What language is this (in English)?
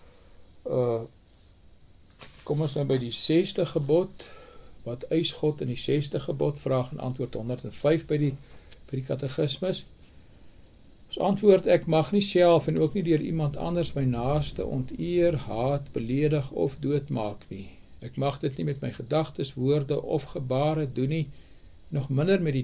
Afrikaans